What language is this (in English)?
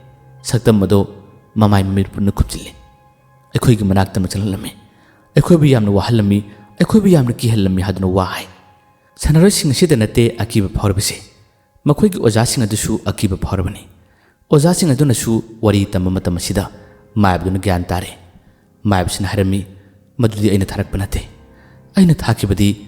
Manipuri